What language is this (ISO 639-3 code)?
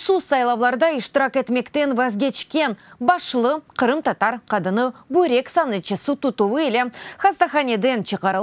crh